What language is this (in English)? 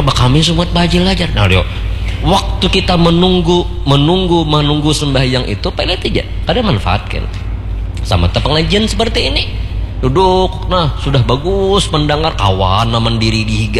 Banjar